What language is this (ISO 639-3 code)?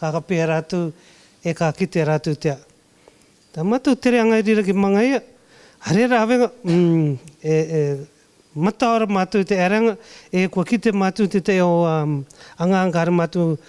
rar